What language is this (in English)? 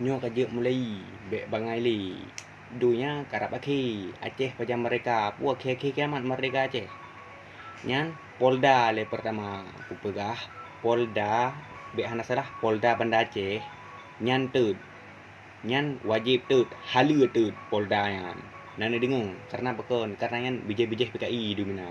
Achinese